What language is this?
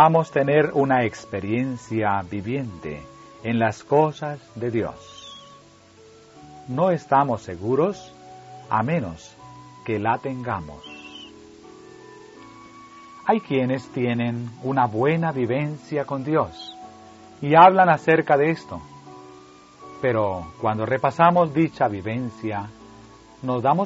Spanish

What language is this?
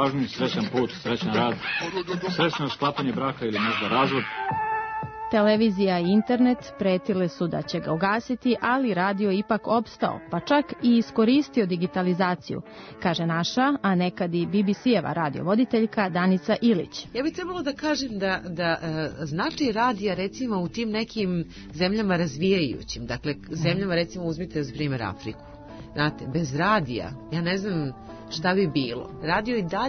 Serbian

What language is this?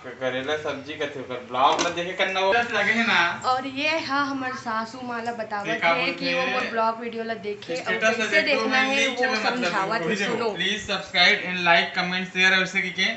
Chhattisgarhi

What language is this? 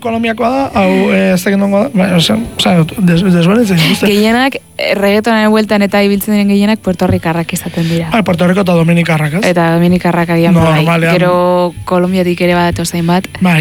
Basque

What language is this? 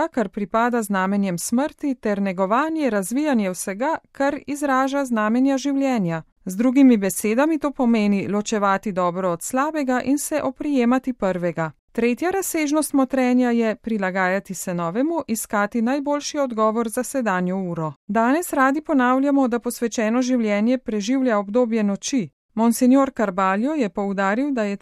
Slovenian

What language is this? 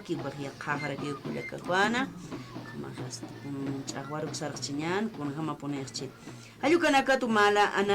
Aymara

